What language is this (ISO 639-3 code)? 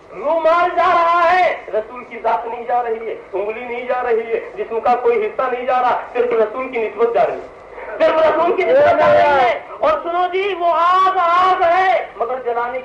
urd